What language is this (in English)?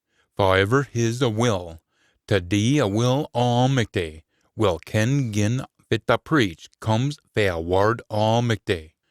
Scots